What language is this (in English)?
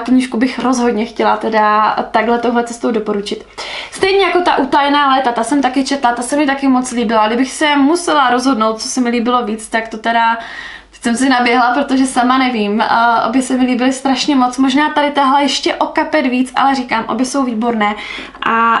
Czech